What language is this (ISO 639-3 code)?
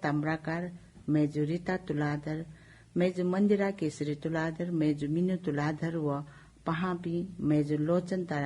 new